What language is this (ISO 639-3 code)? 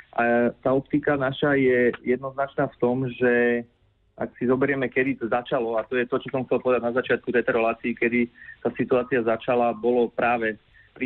slk